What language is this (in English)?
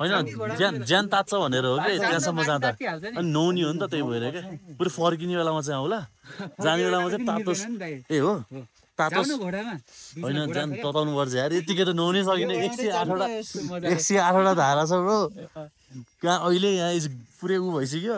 Nepali